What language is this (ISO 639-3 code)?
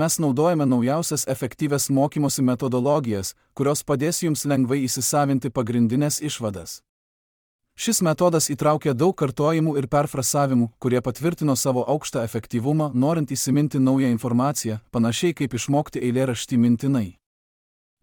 lit